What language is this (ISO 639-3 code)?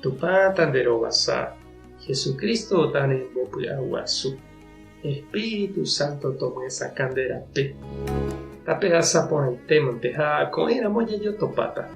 grn